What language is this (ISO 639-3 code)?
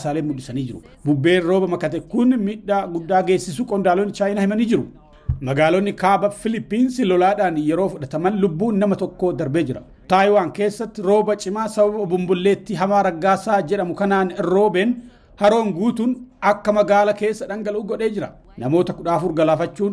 orm